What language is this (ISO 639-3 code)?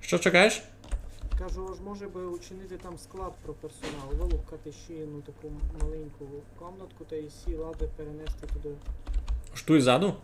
rue